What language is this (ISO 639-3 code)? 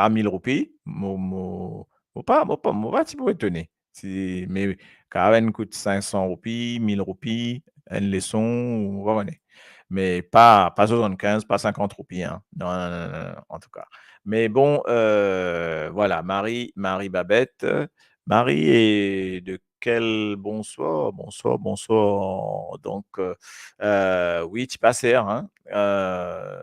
mfe